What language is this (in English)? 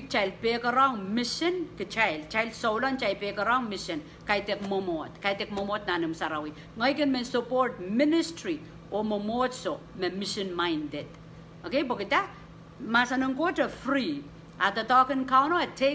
Pohnpeian